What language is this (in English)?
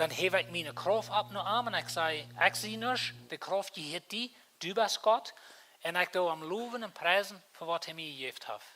Plautdietsch